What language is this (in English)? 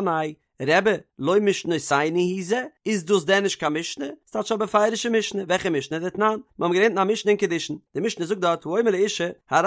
Yiddish